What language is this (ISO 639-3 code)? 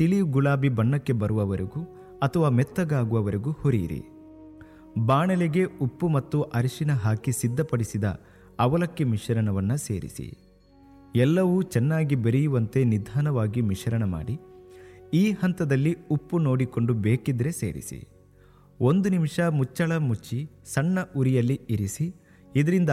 kan